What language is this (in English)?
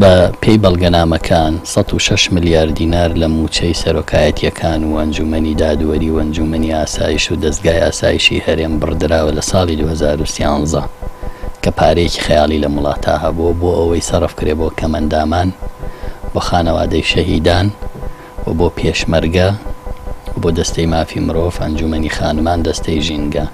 Central Kurdish